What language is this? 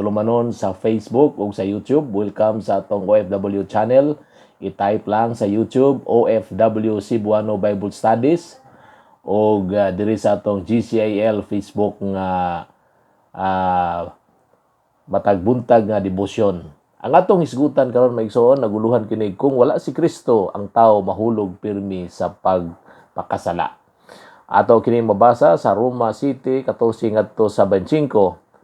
Cebuano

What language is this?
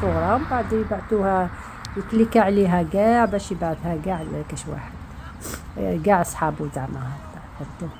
Algerian Arabic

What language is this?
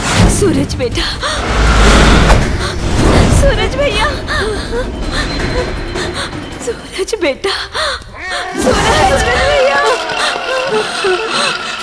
Bhojpuri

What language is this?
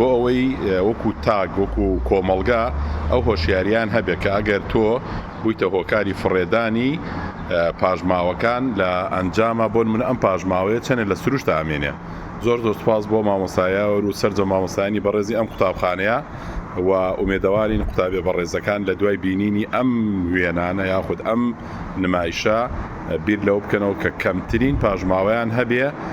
Central Kurdish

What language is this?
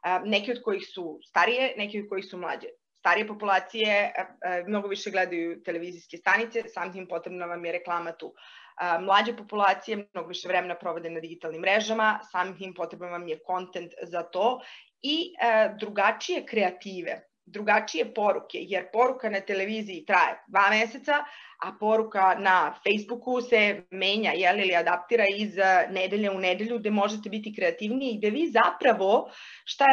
Serbian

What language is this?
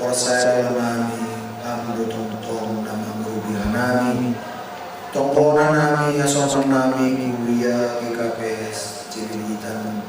Batak Simalungun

